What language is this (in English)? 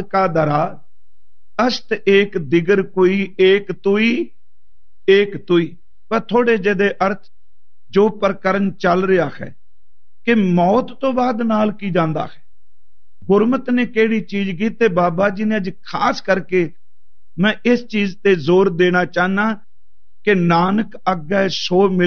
Punjabi